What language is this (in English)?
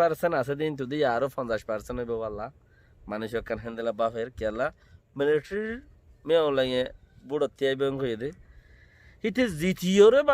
Rohingya